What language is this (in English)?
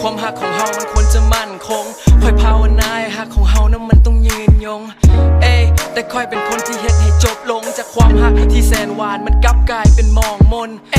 Lao